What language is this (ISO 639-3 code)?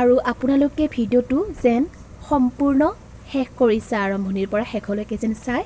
asm